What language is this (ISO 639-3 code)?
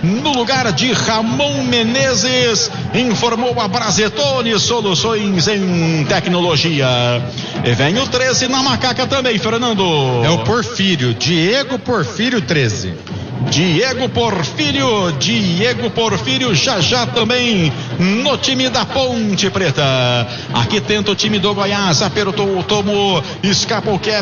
por